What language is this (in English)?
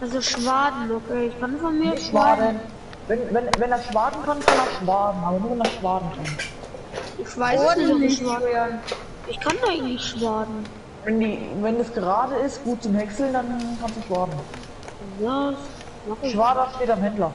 Bavarian